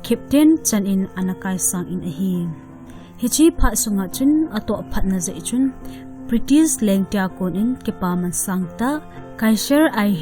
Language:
Thado Chin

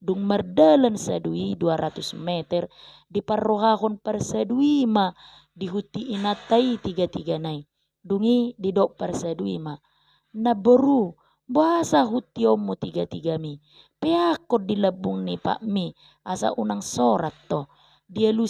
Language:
Batak Toba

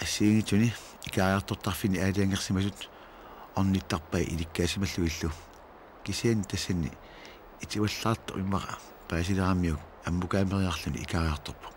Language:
Kalaallisut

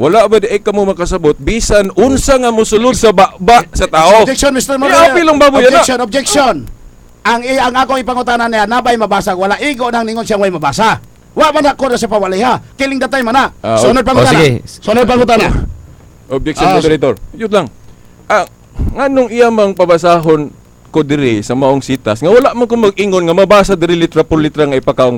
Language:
Cebuano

